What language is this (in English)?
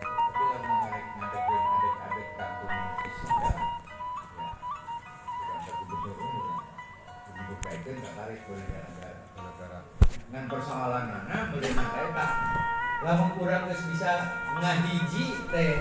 Sundanese